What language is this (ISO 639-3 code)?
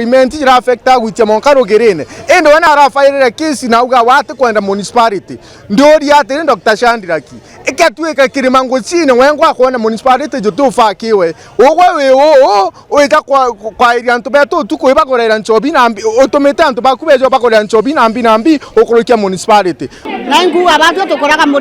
mer